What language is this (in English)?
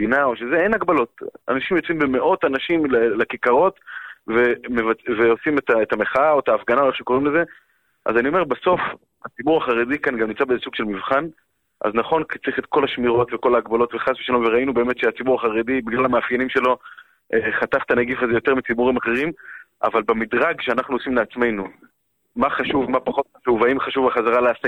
Hebrew